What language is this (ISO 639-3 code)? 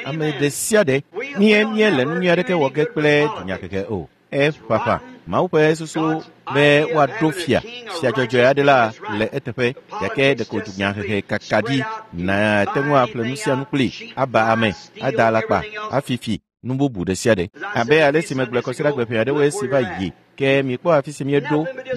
ewe